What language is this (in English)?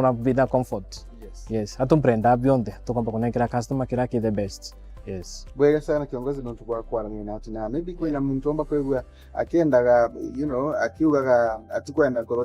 Meru